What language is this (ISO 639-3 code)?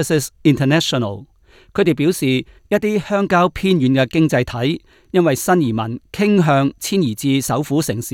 yue